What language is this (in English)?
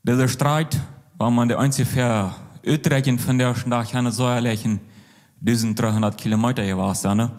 Plautdietsch